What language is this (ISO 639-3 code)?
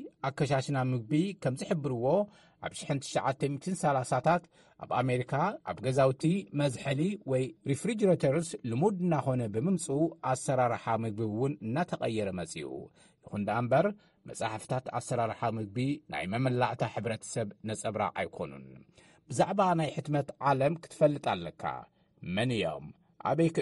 tir